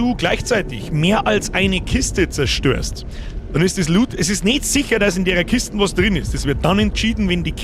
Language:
Bavarian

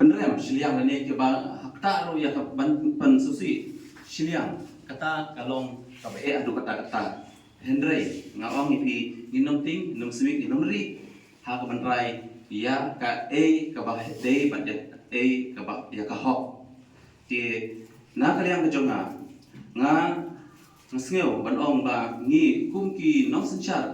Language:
Khasi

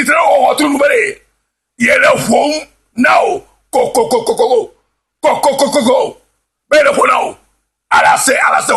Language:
Ewe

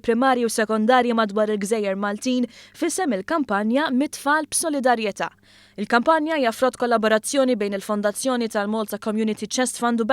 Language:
Maltese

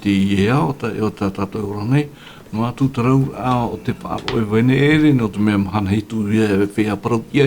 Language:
Tahitian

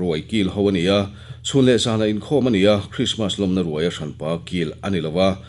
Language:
Mizo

